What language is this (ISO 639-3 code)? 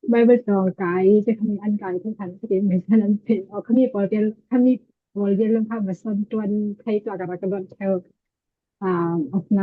cfm